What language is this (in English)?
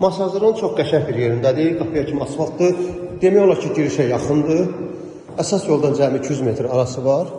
Azerbaijani